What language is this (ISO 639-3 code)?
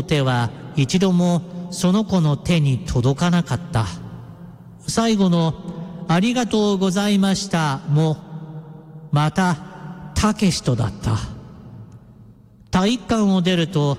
jpn